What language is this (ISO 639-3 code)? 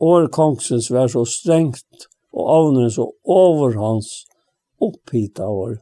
fao